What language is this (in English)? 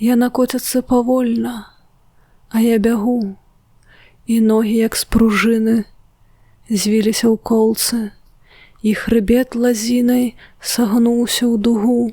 Belarusian